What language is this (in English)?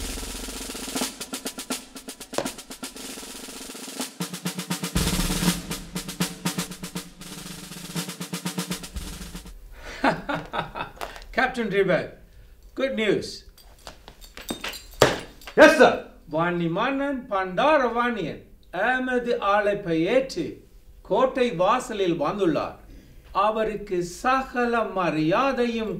Tamil